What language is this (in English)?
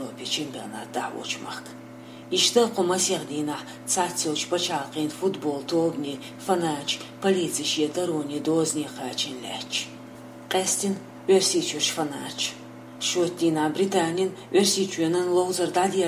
Chechen